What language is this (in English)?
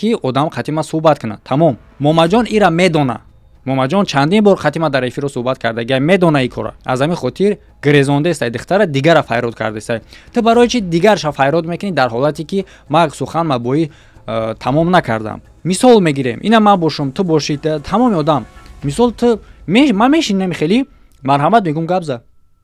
Tajik